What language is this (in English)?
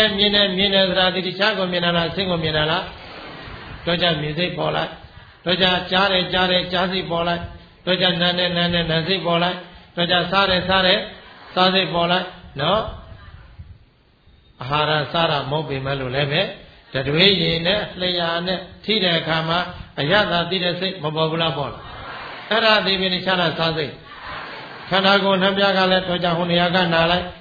Burmese